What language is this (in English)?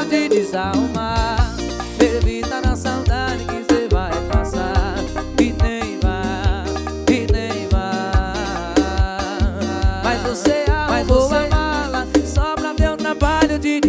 Portuguese